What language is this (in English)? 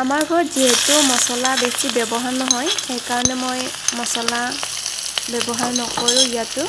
Assamese